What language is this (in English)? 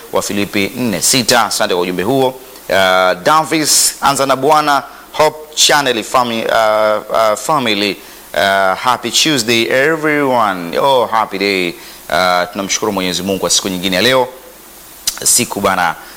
Swahili